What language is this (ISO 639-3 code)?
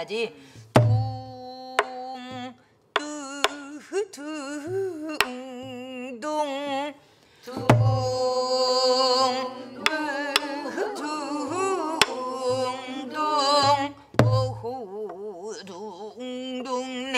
kor